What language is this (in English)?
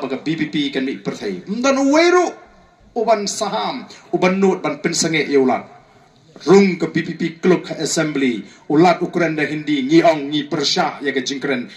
Khasi